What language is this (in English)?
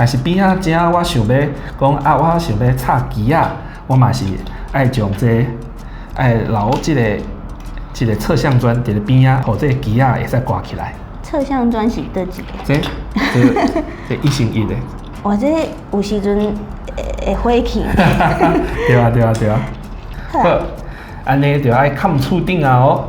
Min Nan Chinese